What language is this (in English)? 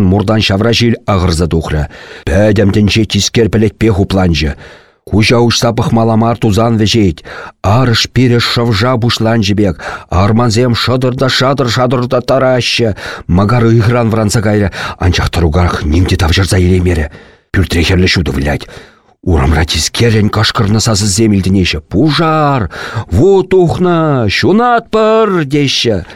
Chuvash